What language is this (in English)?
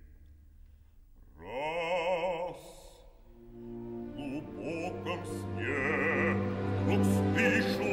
Russian